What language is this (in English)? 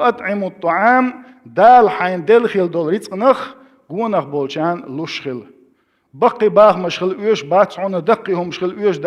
Chechen